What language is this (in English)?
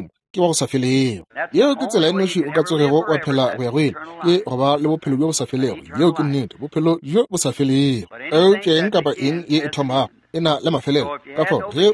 Northern Sotho